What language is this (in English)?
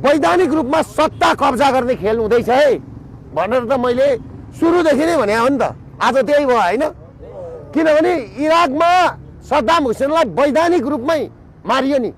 Nepali